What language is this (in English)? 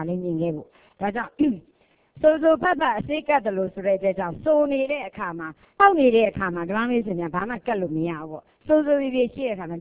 Burmese